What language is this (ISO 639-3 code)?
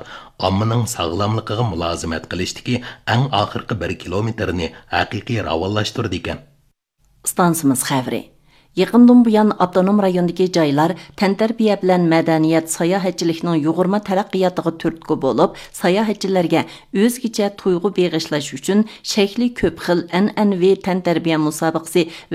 uig